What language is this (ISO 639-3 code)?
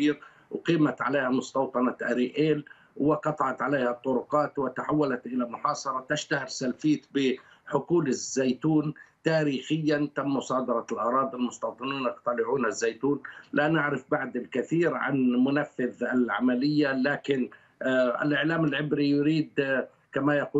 ara